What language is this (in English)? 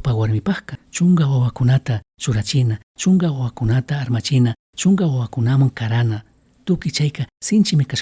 Chimborazo Highland Quichua